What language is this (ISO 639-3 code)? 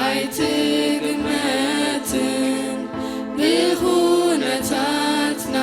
tir